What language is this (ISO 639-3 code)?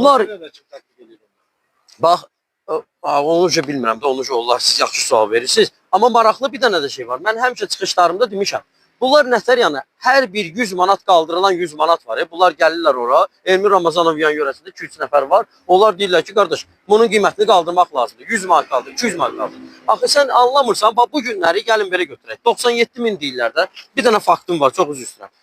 aze